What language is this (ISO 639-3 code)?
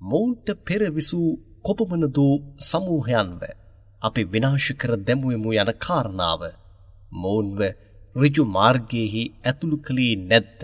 sin